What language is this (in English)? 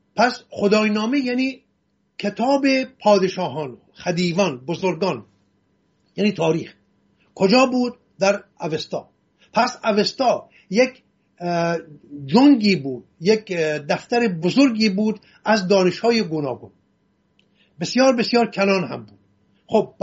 Persian